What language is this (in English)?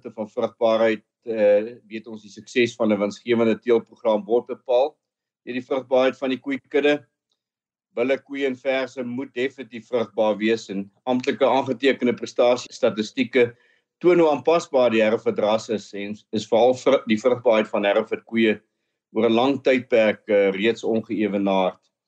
Afrikaans